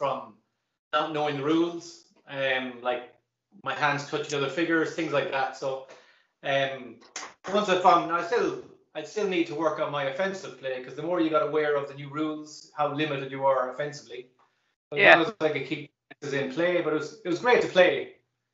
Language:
English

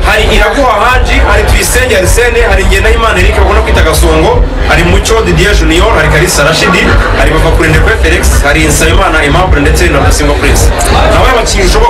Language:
Kinyarwanda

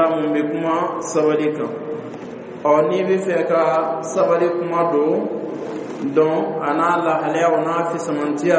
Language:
Dyula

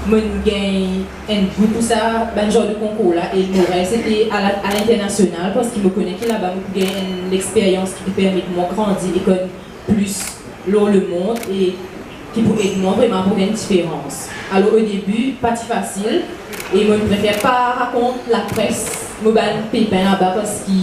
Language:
Morisyen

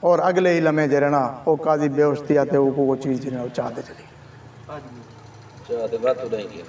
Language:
Saraiki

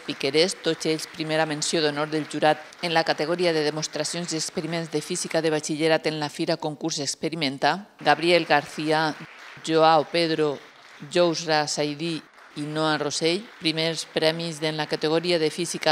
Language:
Catalan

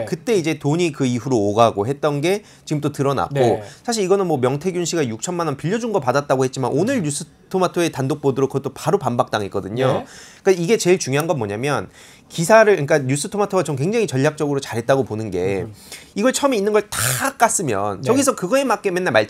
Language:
Korean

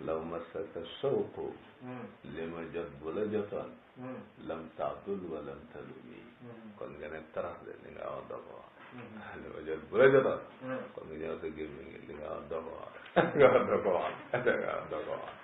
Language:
Wolof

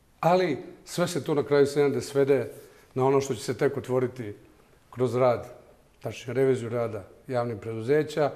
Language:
Bosnian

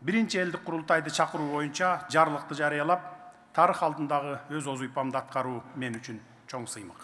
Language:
Kyrgyz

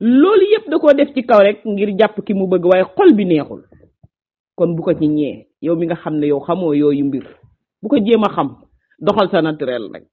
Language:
Wolof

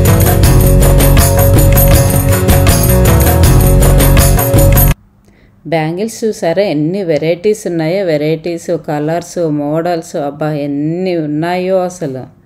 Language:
Telugu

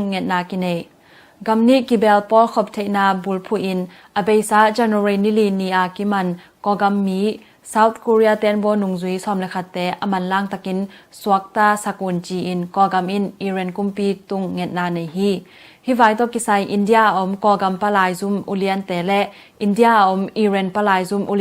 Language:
Tedim Chin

